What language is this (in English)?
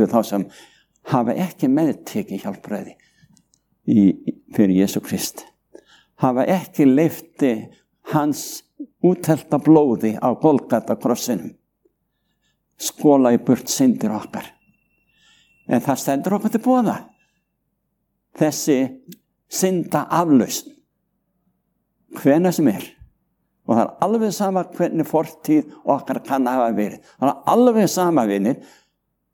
Icelandic